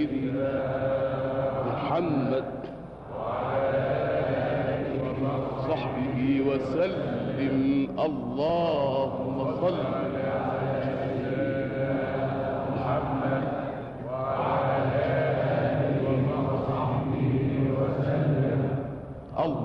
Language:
Arabic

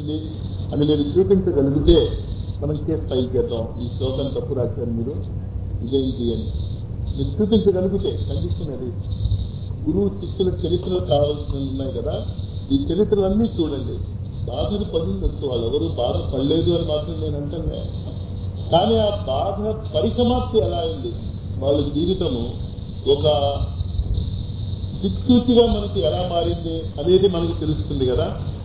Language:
Telugu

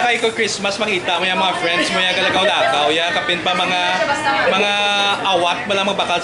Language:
Hiligaynon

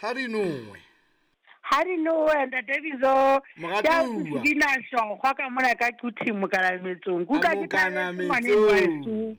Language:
Southern Sotho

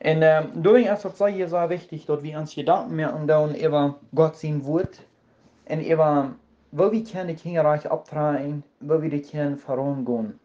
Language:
Plautdietsch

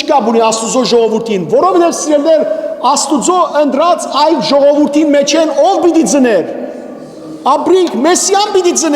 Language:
Western Armenian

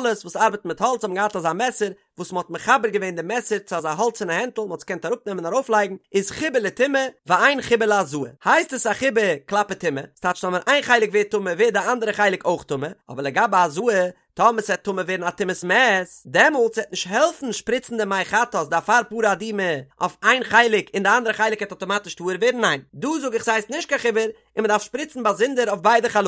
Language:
Yiddish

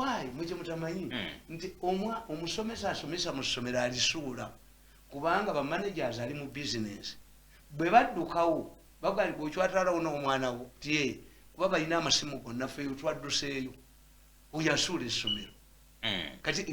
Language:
Ganda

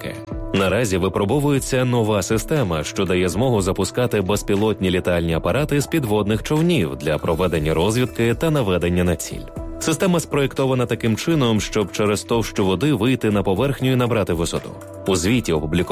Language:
Ukrainian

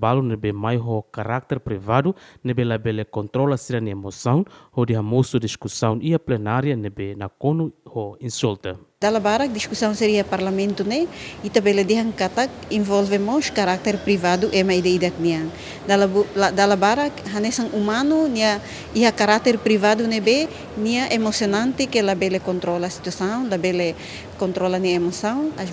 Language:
Tetum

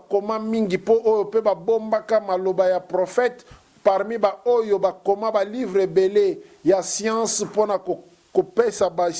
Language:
Lingala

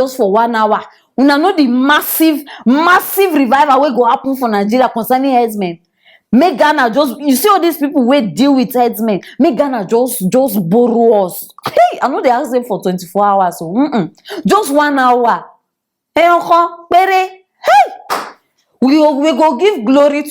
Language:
Nigerian Pidgin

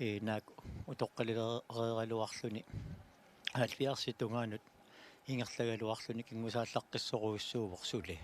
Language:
Kalaallisut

